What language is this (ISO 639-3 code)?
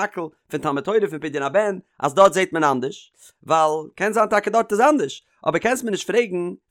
yid